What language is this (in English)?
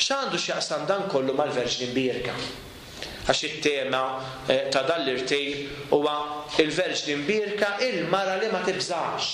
Maltese